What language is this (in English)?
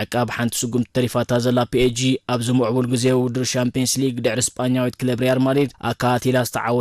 Tigrinya